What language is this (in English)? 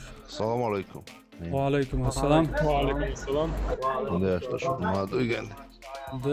Chechen